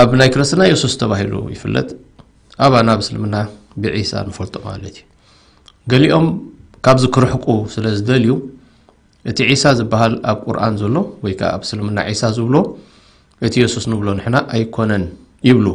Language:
Tigrinya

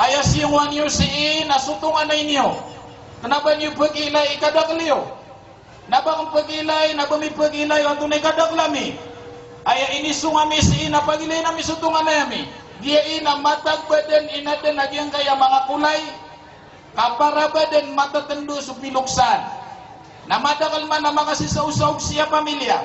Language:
Maranao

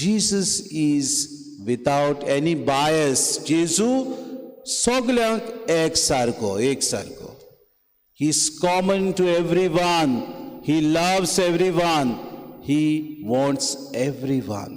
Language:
Konkani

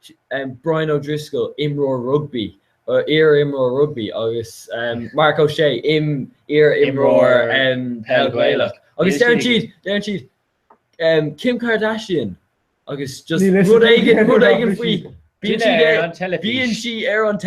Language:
Irish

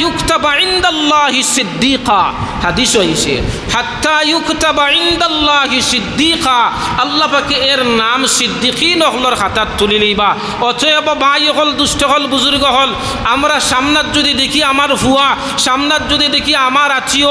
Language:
Sylheti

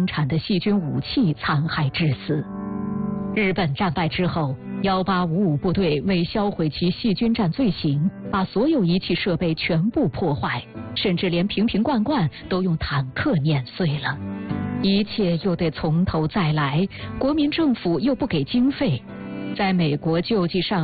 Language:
Chinese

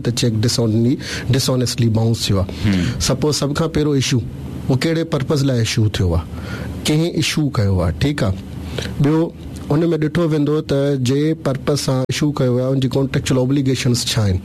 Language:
Sindhi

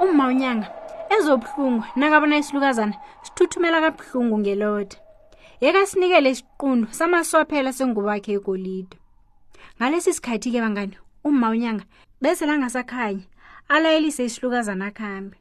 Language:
South Ndebele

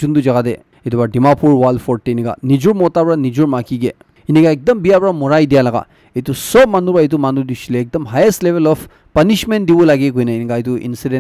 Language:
Naga Pidgin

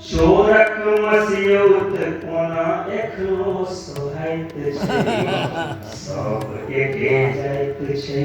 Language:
Maithili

